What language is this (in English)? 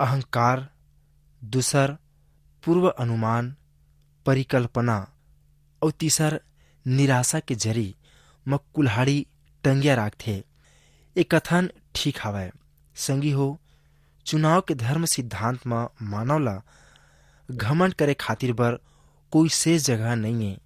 Chhattisgarhi